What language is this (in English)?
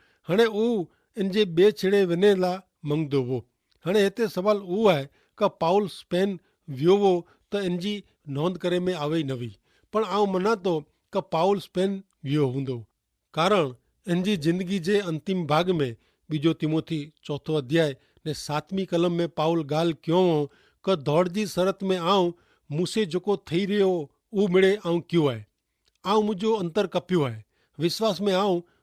Kachhi